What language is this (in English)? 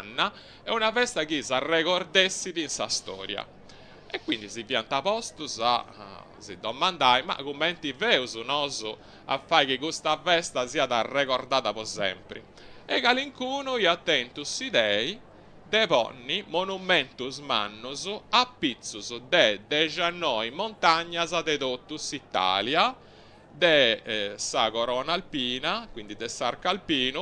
Sardinian